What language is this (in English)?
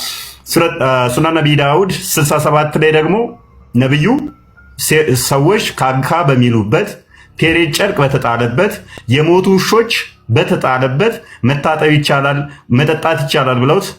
Amharic